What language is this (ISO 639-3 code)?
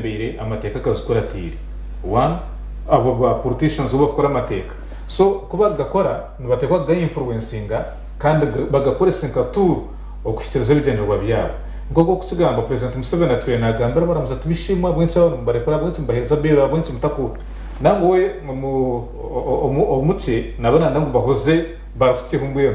nyn